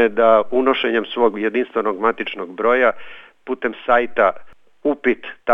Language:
Serbian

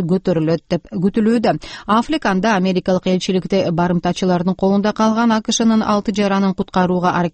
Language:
Kyrgyz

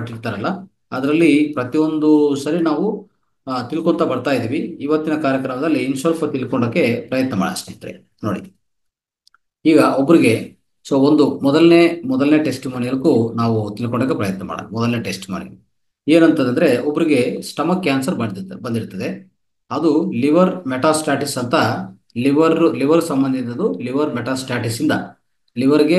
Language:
Kannada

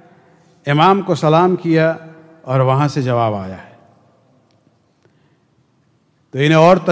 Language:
Urdu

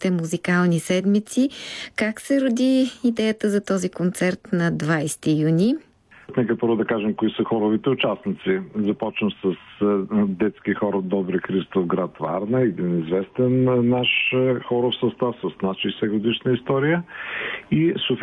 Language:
Bulgarian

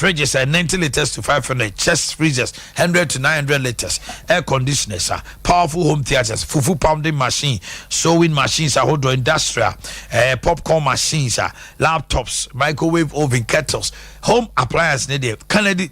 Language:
Akan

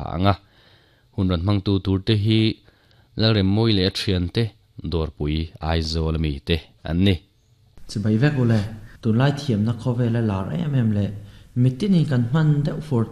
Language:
Mizo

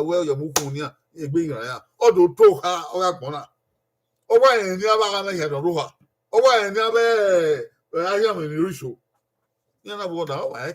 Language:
Bini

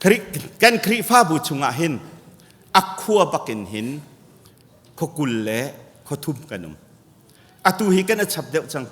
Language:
Hakha Chin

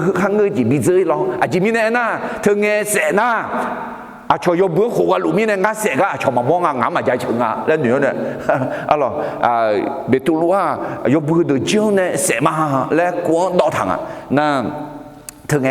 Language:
Akha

